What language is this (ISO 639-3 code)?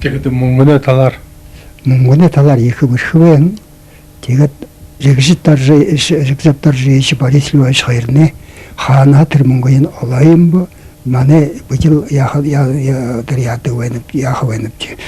bua